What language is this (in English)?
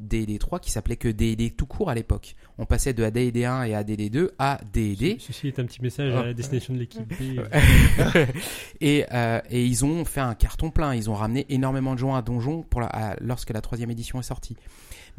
French